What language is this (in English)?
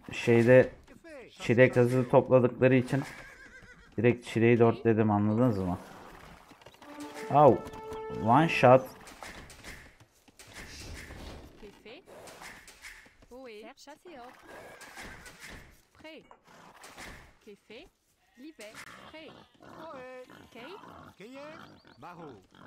Turkish